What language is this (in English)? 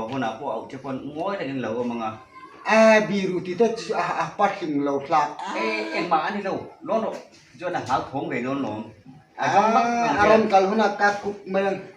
Hmar